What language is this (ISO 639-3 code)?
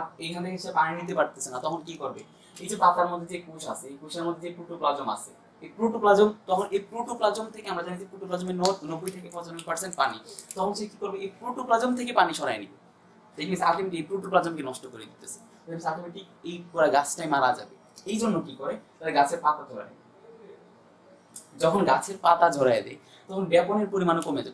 ben